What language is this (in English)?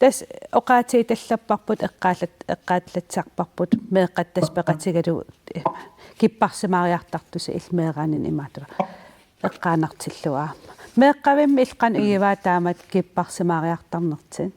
Kalaallisut